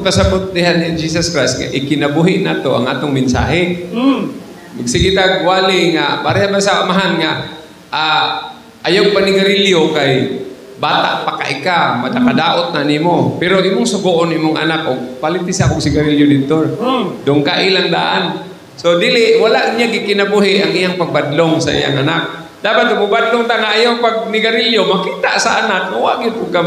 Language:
Cebuano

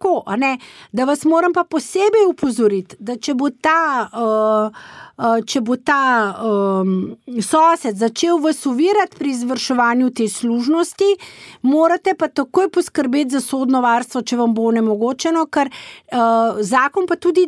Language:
Slovenian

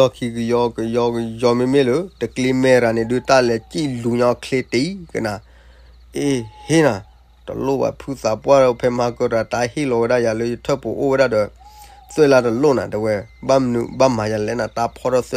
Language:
S'gaw Karen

